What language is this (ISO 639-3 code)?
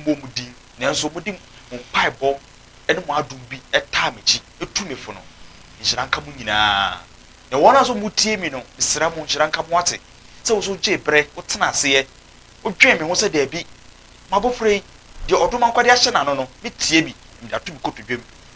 aka